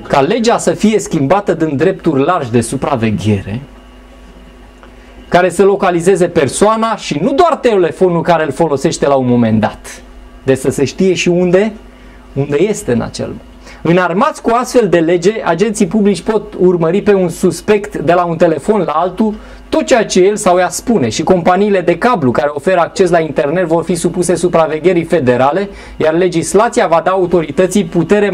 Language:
Romanian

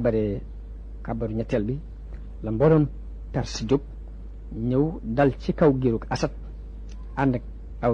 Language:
Wolof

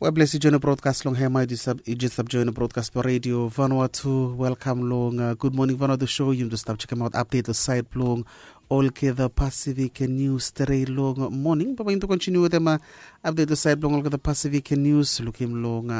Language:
Bislama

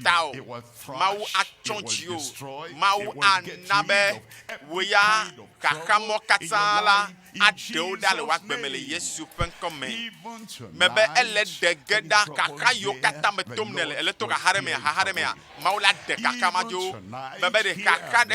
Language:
Ewe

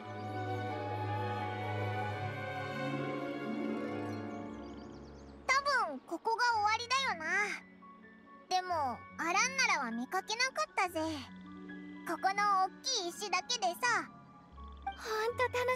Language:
Japanese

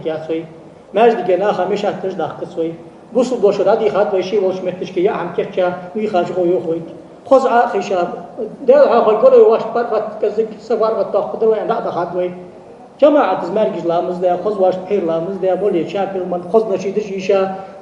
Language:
Ingush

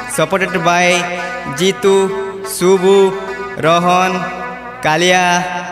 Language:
Sambalpuri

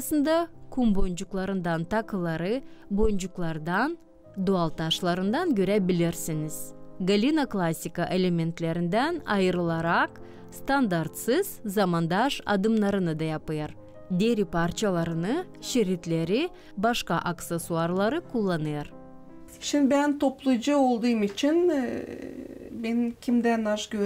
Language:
Gagauz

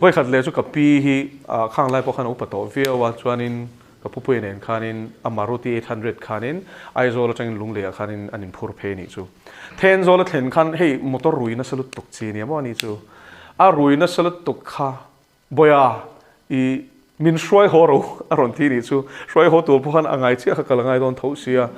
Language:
Mizo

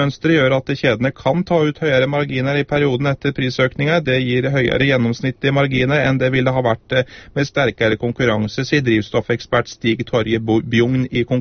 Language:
Norwegian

